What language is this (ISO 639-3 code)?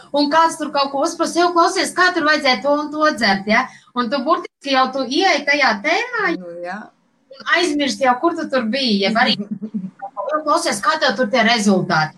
lav